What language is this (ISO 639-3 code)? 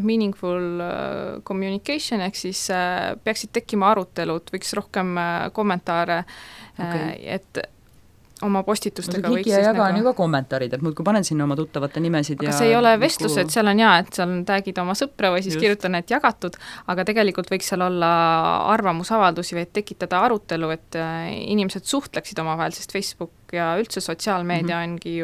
est